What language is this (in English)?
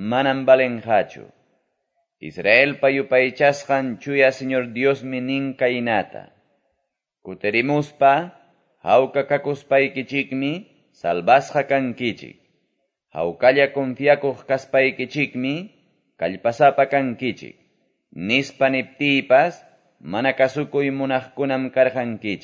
Quechua